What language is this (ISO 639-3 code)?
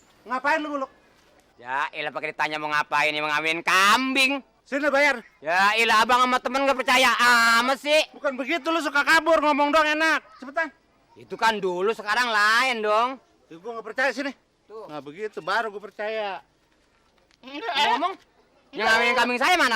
bew